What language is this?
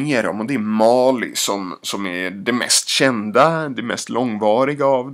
Swedish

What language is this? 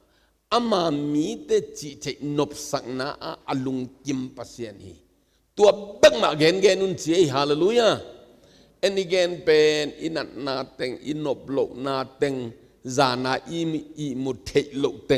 Tedim Chin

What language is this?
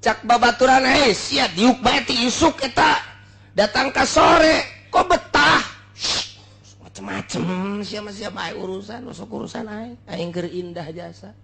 Sundanese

